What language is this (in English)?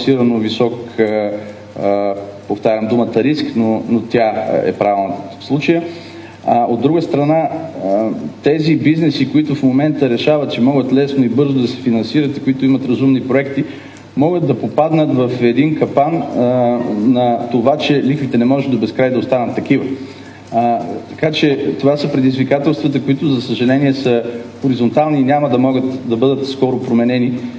Bulgarian